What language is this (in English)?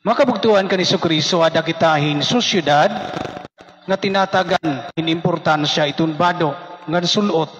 Waray